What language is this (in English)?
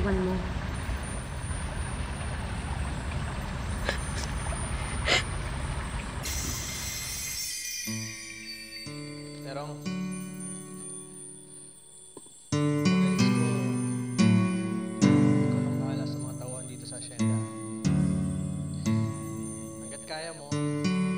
Filipino